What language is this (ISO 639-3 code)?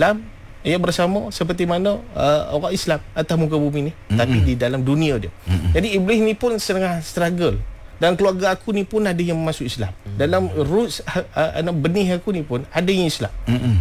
msa